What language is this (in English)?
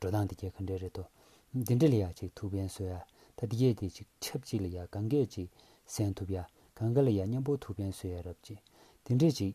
Tibetan